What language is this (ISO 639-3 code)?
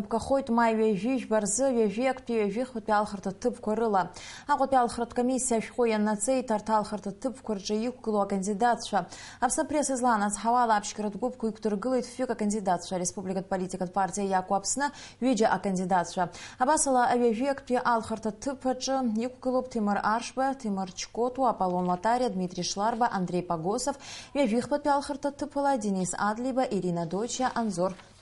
abk